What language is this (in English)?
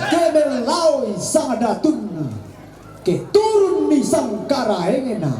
Toraja-Sa'dan